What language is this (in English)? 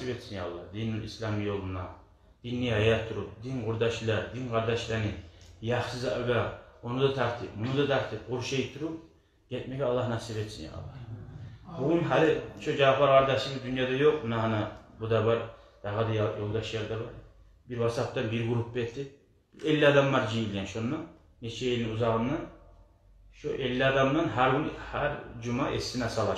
Kumyk